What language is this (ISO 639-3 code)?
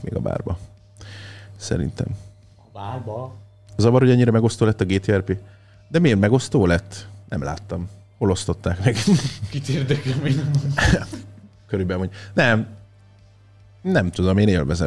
hun